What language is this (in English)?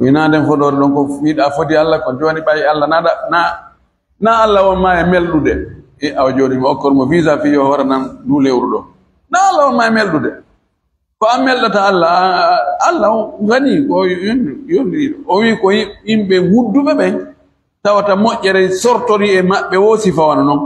Fula